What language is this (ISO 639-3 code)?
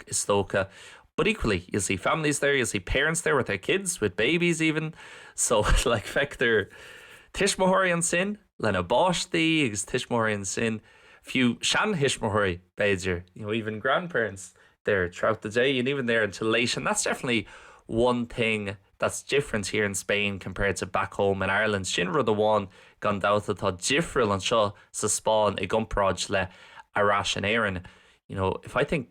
gle